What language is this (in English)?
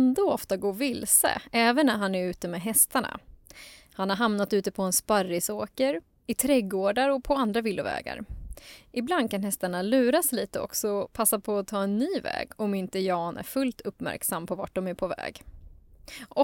Swedish